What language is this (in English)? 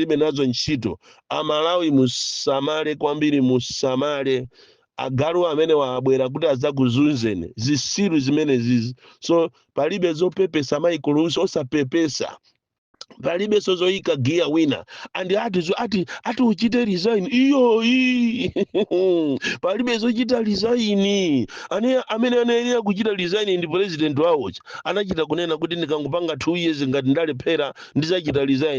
Nyanja